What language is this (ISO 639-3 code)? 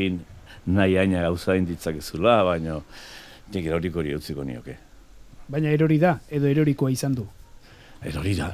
eus